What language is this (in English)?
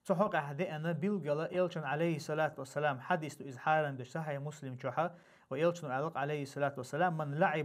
Chechen